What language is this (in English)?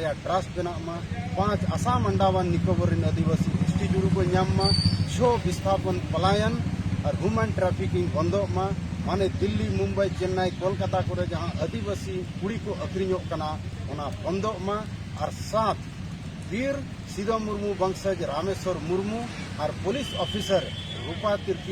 Santali